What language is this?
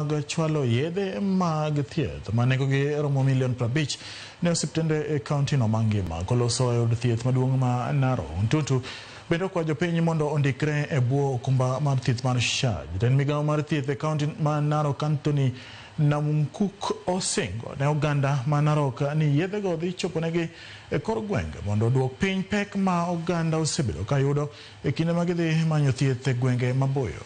Luo (Kenya and Tanzania)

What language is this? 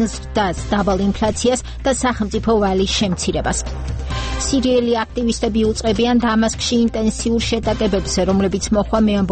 Georgian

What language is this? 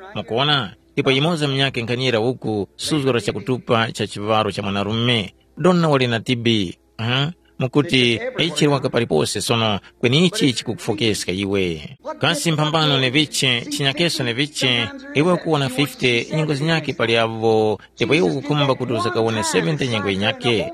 Tumbuka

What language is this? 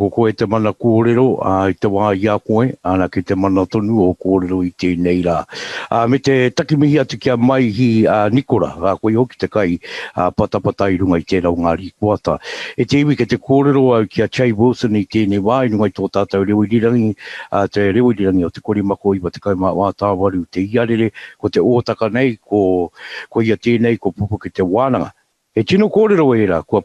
Māori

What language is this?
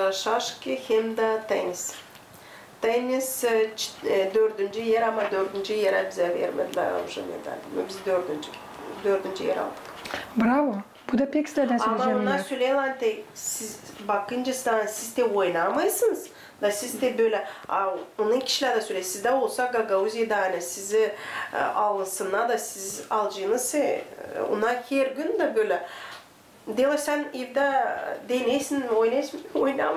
Gagauz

